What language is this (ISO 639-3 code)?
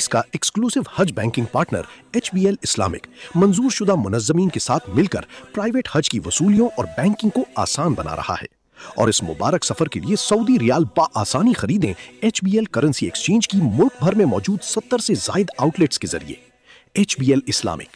urd